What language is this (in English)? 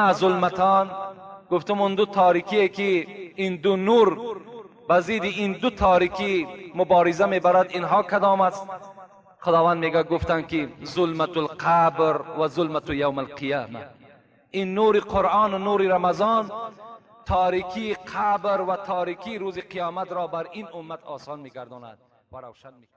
Tajik